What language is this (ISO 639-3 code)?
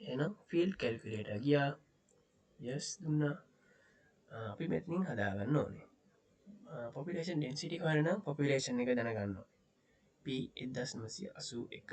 sin